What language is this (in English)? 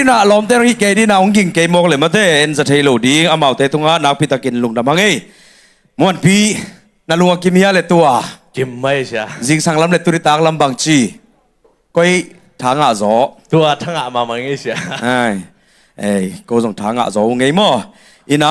Tedim Chin